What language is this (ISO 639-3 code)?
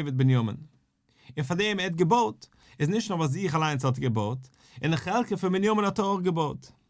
yid